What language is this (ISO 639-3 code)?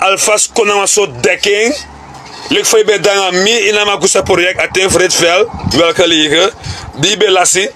srn